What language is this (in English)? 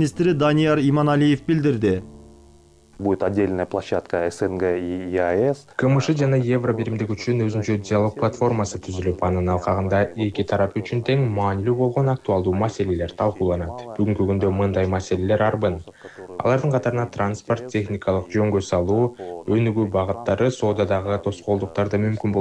Kyrgyz